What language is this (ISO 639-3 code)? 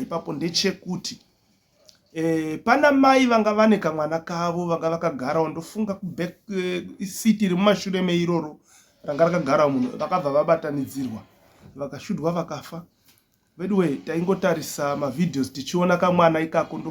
sna